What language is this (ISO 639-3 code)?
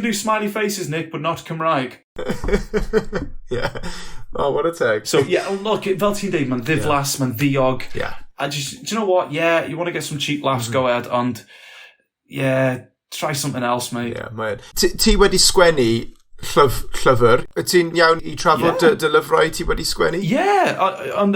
cym